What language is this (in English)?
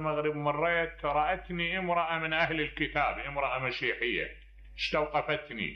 Mesopotamian Arabic